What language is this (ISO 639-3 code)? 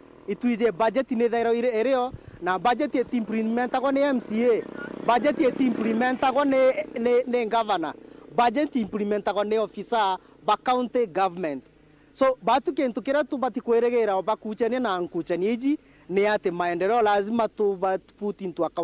mer